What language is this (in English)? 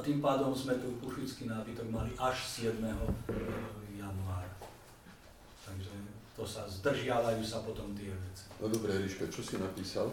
Slovak